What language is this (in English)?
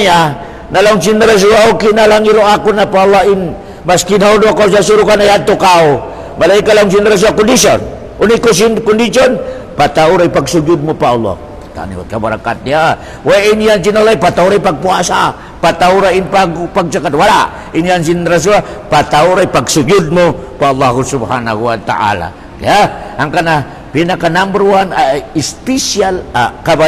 Tausug